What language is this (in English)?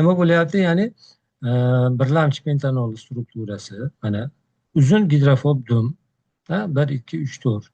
Uzbek